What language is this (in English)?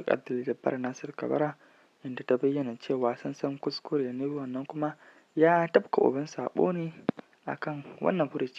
Hausa